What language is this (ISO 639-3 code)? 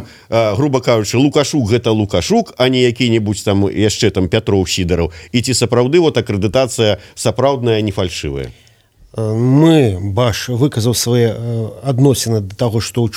bel